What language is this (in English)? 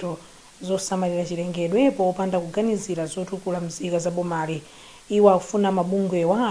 Nyanja